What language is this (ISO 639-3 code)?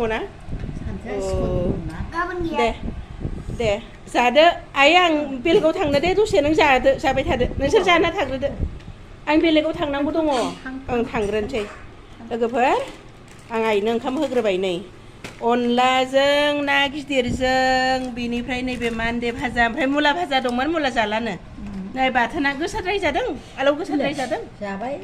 brx